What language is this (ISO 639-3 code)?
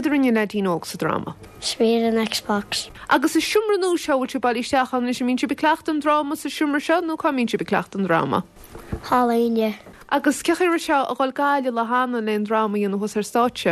gle